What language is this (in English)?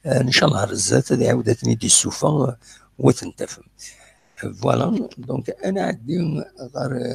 Kabyle